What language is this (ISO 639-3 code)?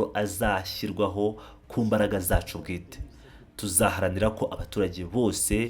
kin